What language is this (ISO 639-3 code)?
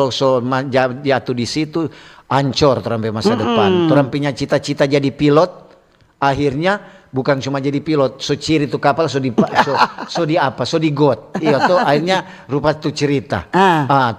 xmm